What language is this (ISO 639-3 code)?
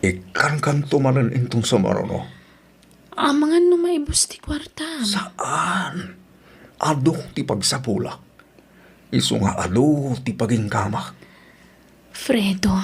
ilo